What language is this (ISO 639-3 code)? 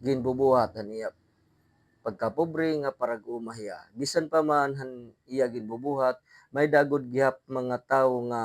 war